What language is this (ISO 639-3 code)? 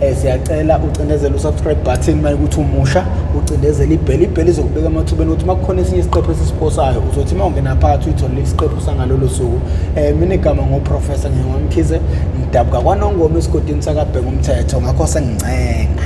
zul